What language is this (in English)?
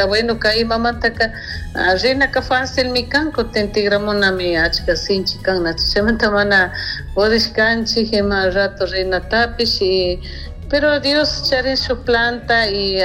Chimborazo Highland Quichua